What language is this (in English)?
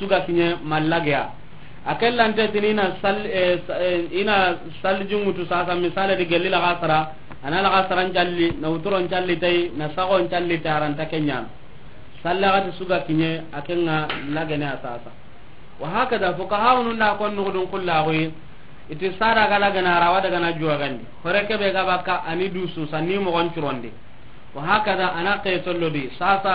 Soninke